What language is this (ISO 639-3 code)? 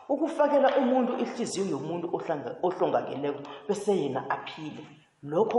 nbl